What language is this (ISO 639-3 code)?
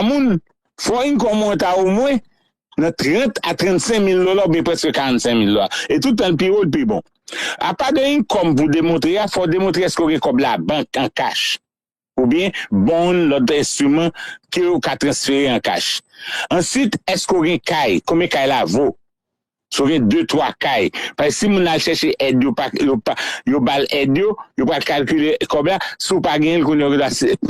hat